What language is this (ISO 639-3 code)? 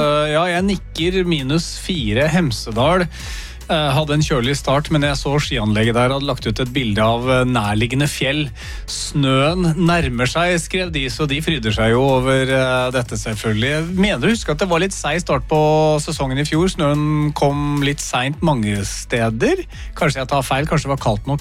nor